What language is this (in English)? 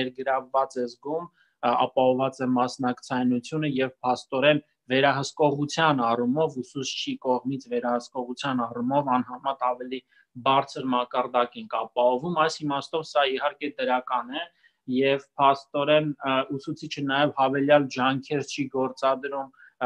Armenian